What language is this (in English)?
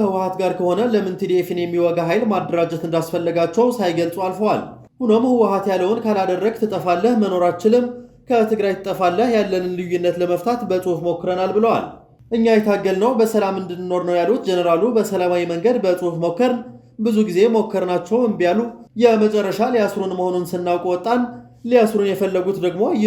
Amharic